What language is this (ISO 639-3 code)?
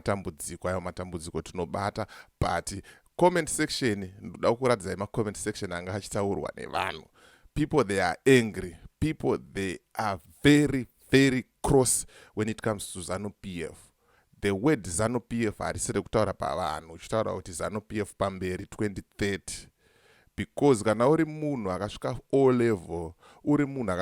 sna